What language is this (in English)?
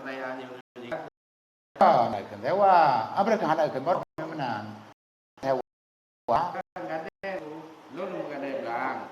Achinese